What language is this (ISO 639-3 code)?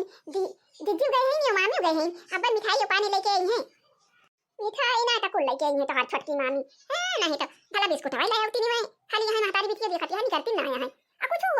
awa